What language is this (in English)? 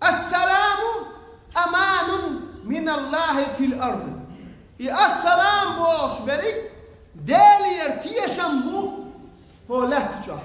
Chechen